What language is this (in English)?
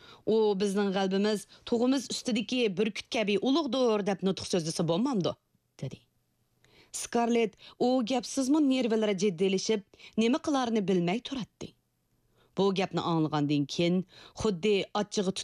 Uyghur